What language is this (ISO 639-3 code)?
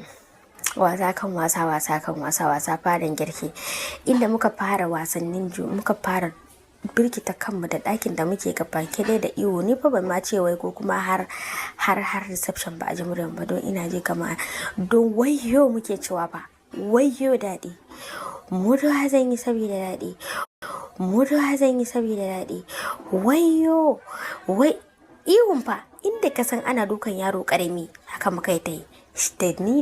hau